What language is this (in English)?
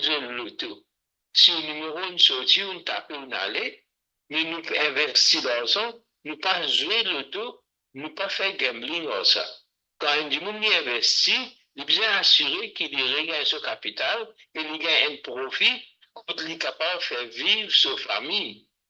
Morisyen